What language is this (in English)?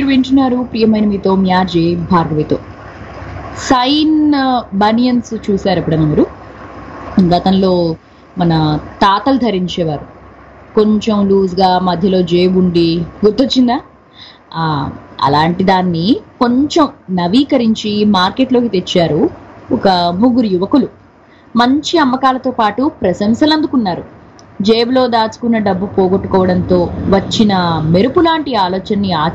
Telugu